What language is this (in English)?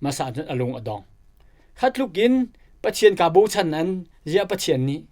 Hakha Chin